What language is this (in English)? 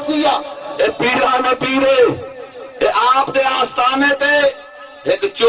Saraiki